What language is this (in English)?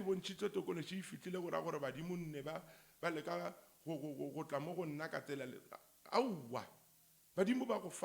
Northern Sotho